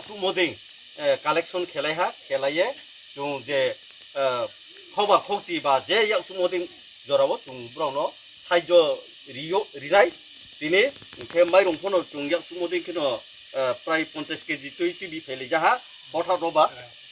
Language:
Riang (India)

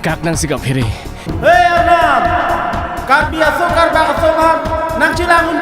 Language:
Karbi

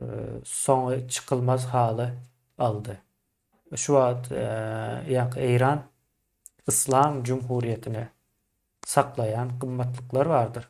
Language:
Turkmen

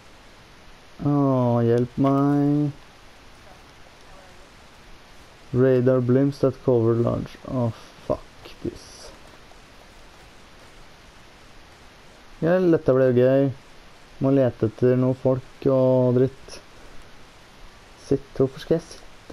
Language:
Norwegian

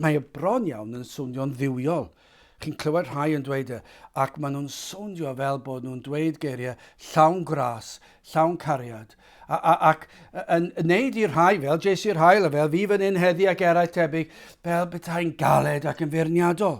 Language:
Welsh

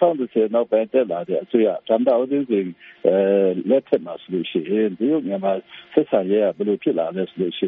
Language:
Burmese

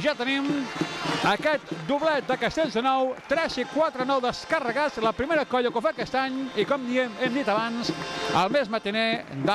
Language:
Catalan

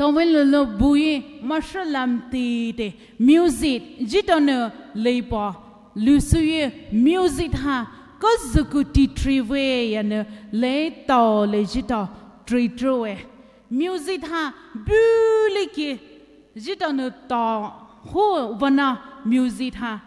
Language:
Poumei Naga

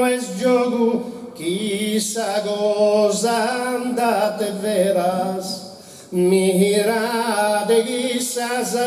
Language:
Sardinian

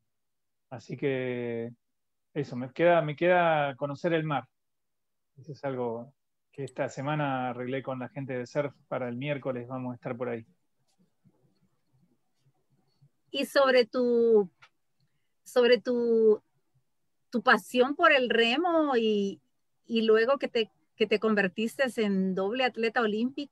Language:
Spanish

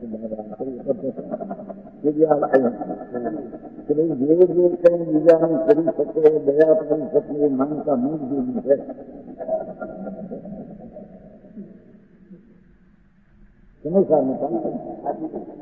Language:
Gujarati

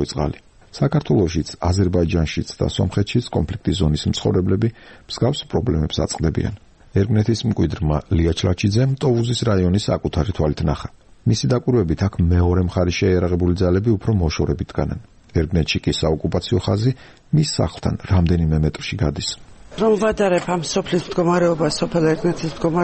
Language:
Georgian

